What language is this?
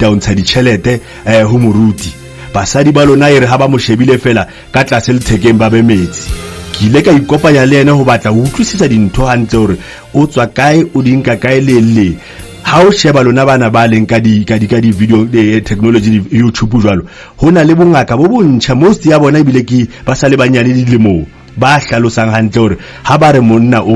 Southern Sotho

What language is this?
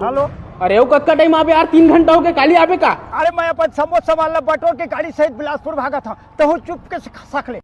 Chhattisgarhi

